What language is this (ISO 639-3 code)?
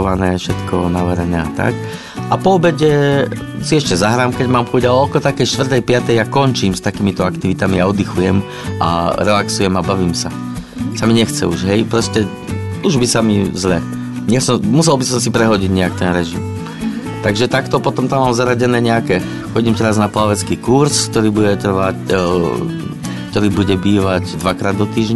slk